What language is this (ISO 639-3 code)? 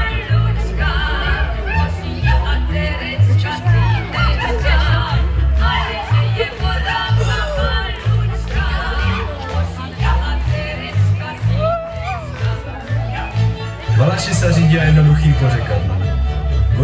ces